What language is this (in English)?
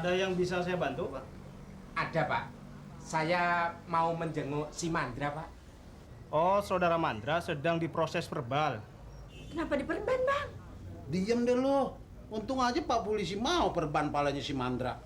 Betawi